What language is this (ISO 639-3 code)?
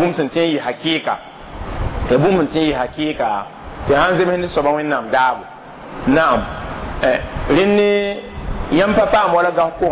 mos